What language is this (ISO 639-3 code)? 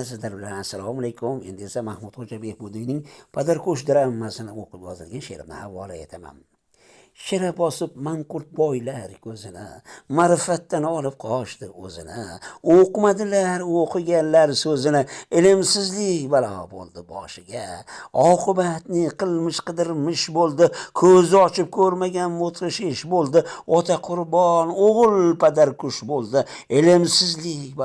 uzb